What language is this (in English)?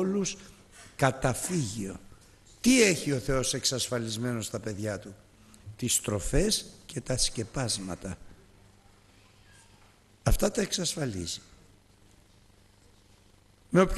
Greek